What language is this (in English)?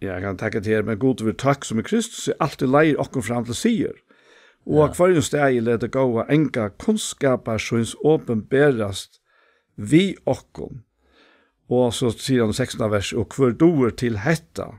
Faroese